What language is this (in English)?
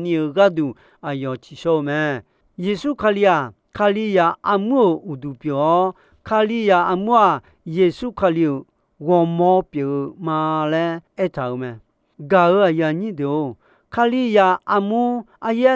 Akha